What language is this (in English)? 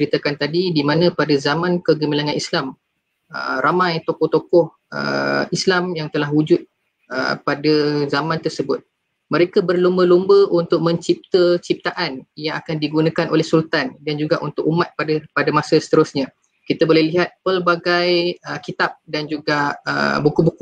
Malay